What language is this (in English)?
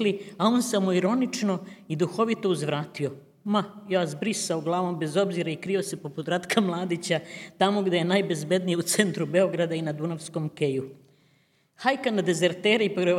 Serbian